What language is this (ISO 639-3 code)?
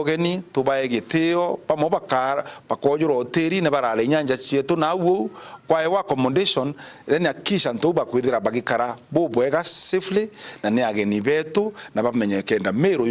mer